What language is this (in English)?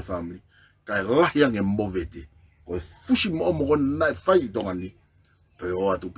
Tongan